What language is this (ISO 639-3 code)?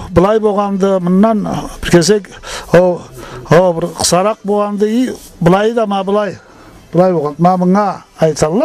krc